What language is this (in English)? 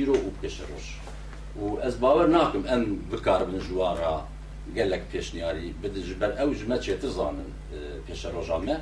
Kurdish